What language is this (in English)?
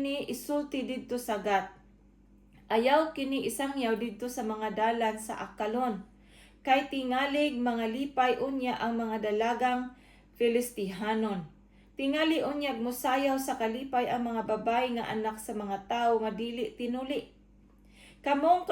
Cebuano